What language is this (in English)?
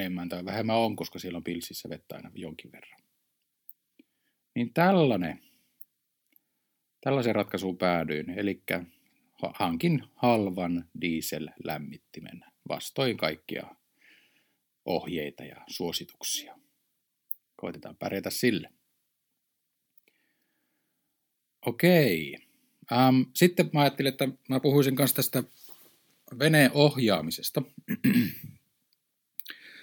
Finnish